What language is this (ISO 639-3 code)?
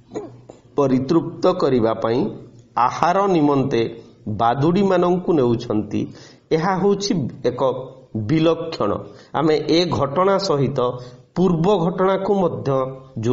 ori